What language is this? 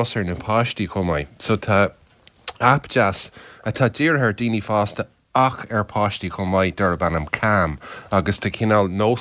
Irish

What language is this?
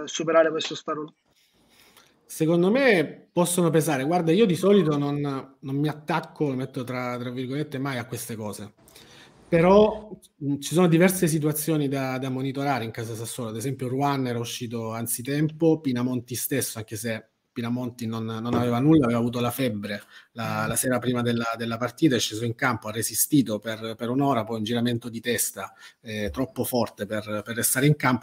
Italian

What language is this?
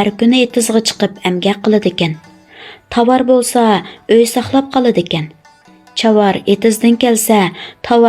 Uyghur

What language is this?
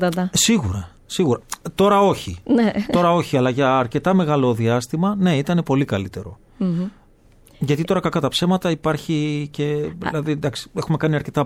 Greek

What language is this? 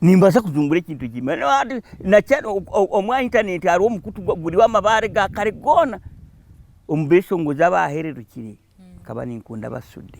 Nyankole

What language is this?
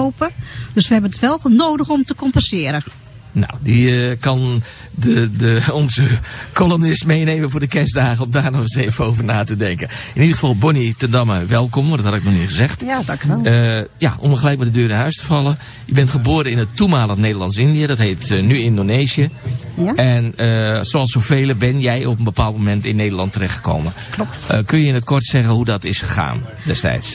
Dutch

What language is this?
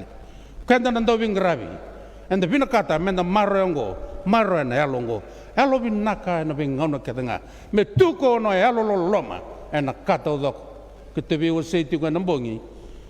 Fijian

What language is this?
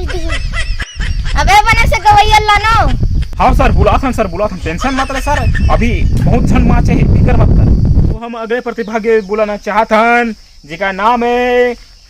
Chhattisgarhi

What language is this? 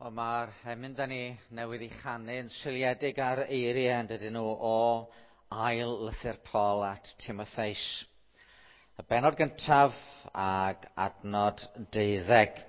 Welsh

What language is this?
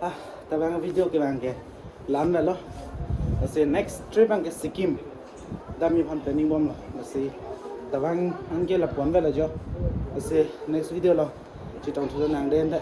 Karbi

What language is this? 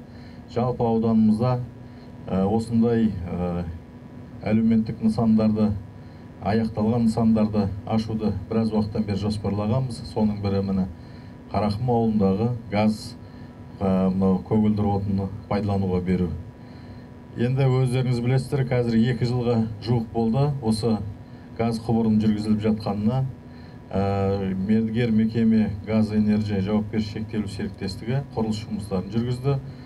Kazakh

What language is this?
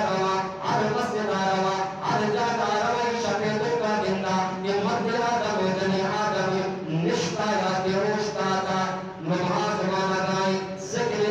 Eastern Balochi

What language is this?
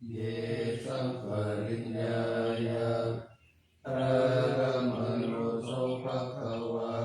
Pali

